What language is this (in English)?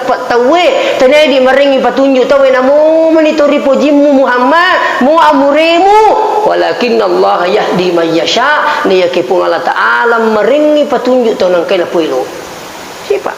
Buginese